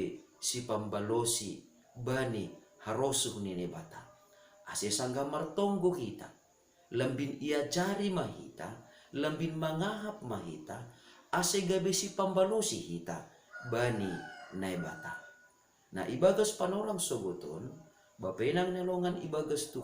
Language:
Batak Simalungun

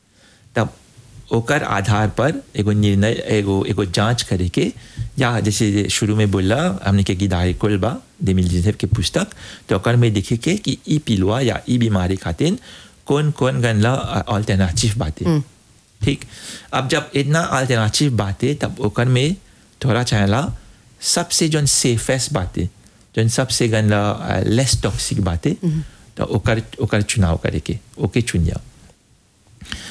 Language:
Bhojpuri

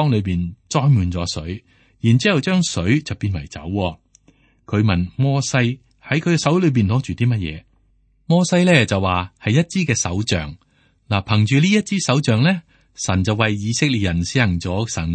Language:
Cantonese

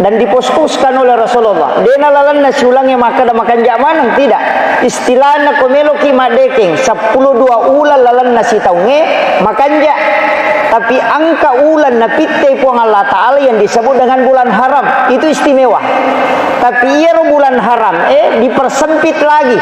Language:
Buginese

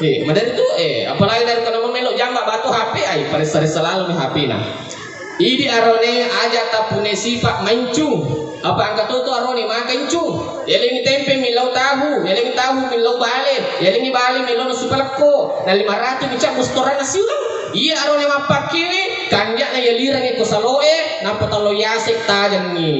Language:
Buginese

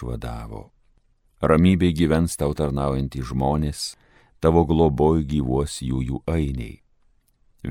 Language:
Lithuanian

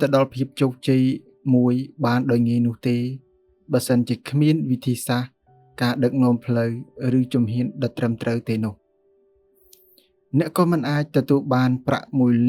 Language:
Khmer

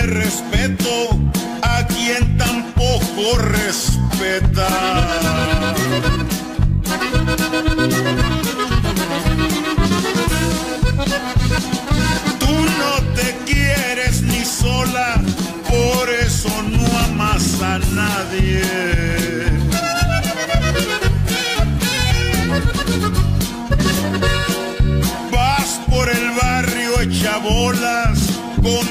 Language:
Spanish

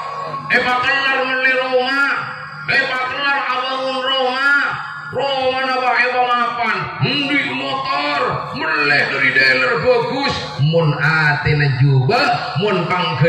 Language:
Madurese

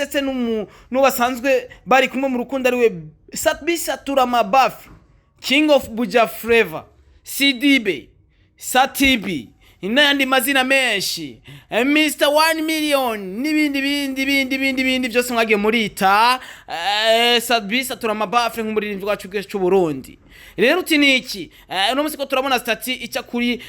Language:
Rundi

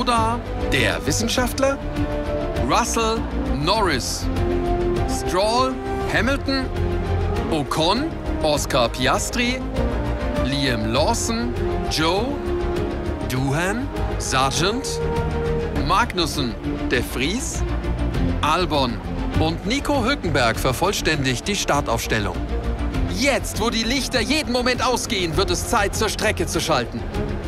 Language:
German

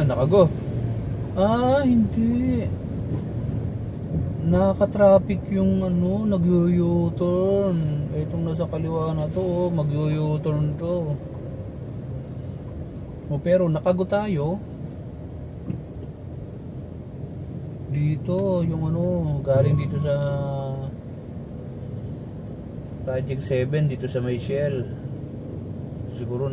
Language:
Filipino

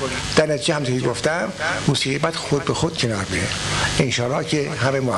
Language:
Persian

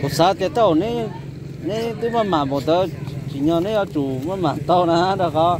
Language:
Hmong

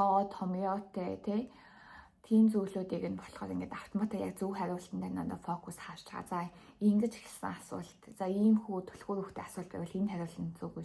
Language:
Mongolian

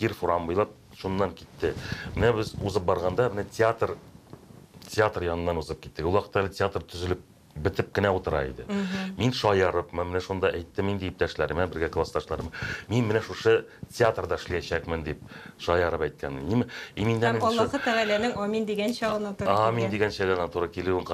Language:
Tatar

